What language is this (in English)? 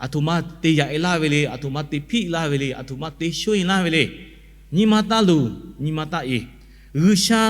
Lahu